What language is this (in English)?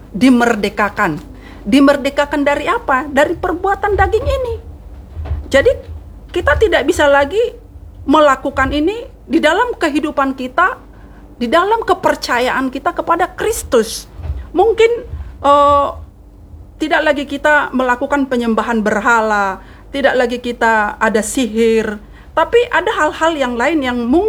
Indonesian